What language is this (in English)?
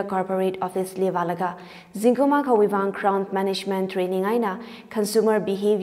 Tangkhul Naga (India)